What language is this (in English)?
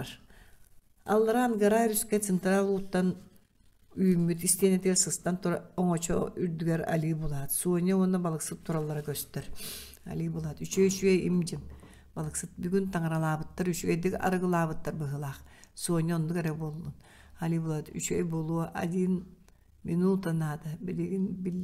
Yakut